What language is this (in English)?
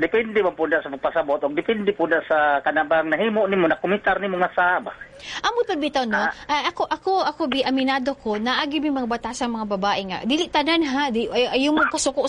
Cebuano